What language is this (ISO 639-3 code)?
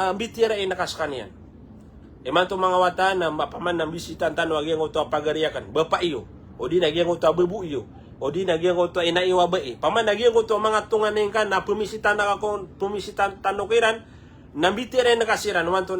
mrw